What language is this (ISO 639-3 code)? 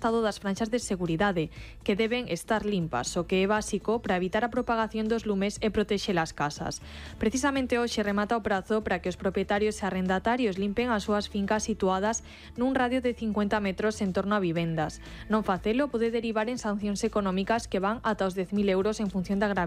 glg